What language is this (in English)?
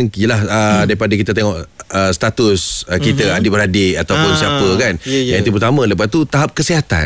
Malay